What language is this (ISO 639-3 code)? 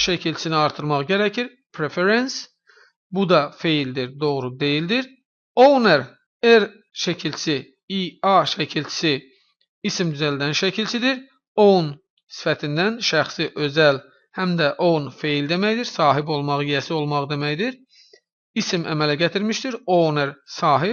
aze